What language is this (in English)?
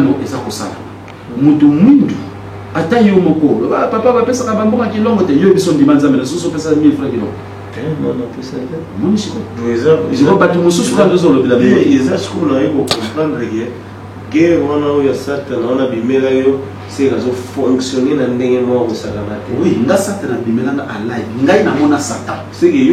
Lingala